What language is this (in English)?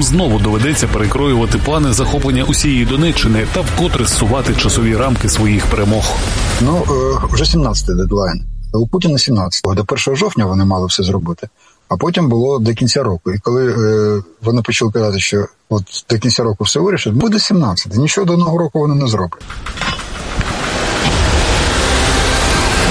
Ukrainian